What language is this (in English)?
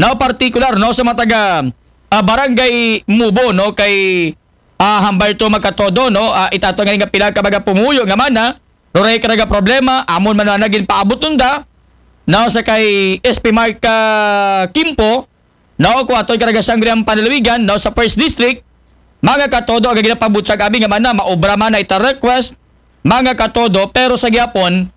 Aklanon